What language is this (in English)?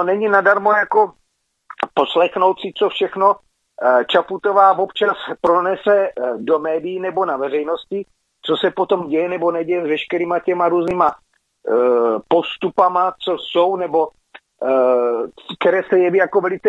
Czech